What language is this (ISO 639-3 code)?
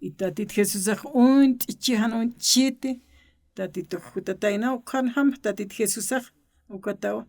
aym